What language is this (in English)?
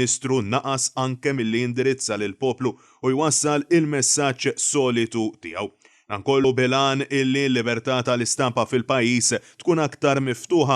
Maltese